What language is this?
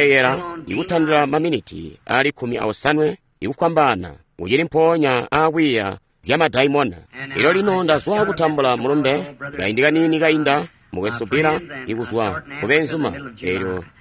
Tonga (Zambia)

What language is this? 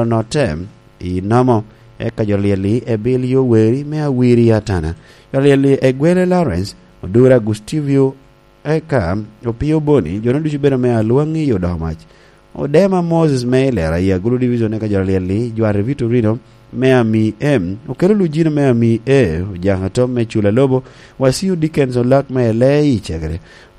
Lango (Uganda)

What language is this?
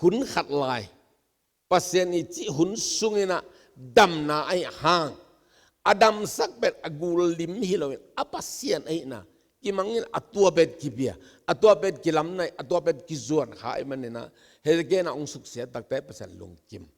Tedim Chin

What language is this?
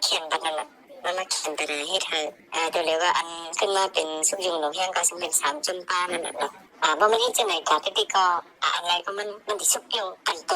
Shan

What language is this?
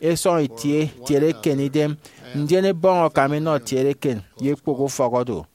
Efik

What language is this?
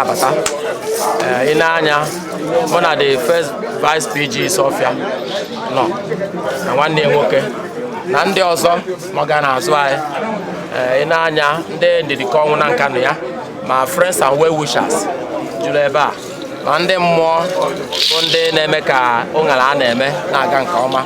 Igbo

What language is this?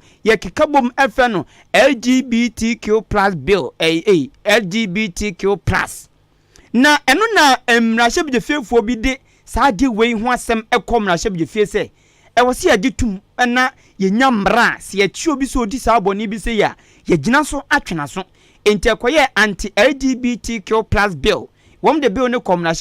Akan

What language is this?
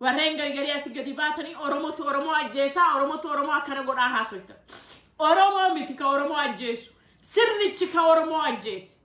Oromo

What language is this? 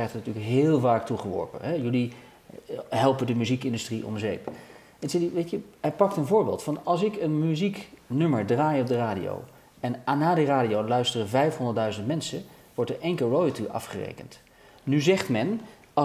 Dutch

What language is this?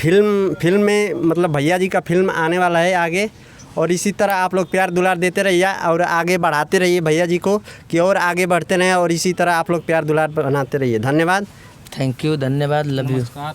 Bhojpuri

